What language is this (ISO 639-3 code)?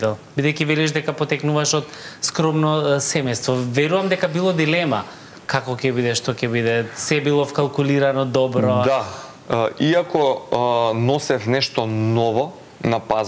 mkd